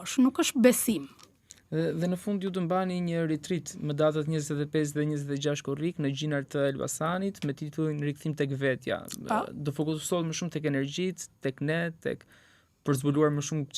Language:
Albanian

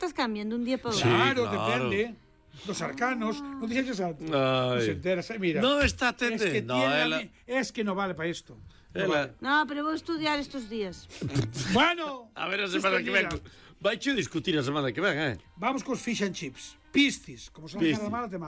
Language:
Galician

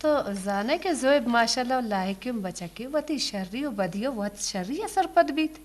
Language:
Eastern Balochi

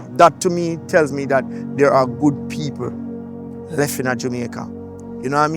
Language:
Jamaican Creole English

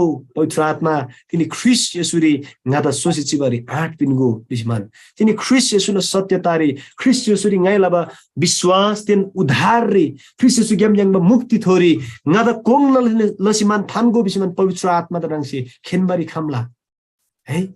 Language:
Eastern Tamang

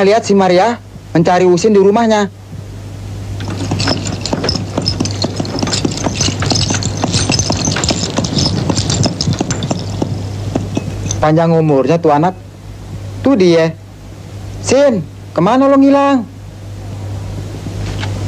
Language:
Indonesian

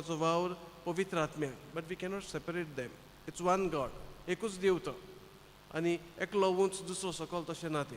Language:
Konkani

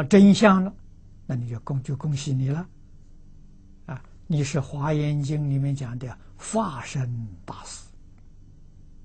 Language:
Chinese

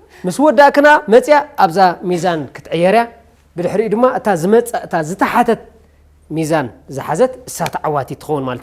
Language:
Tigrinya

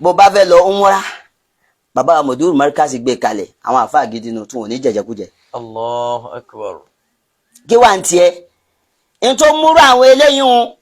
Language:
Yoruba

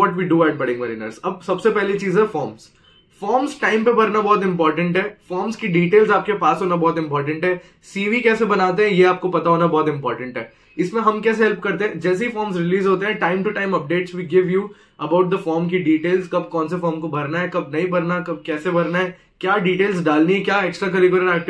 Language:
Hindi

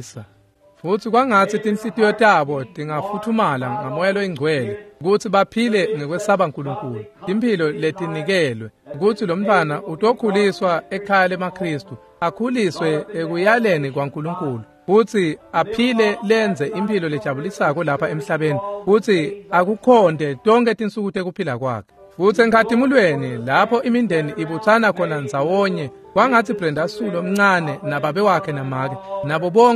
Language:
Swati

